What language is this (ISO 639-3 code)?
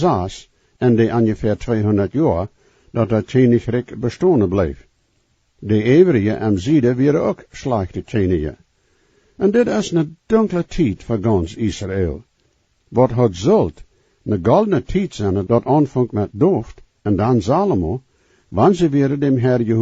pdt